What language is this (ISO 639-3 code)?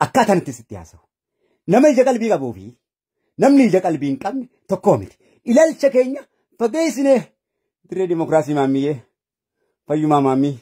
orm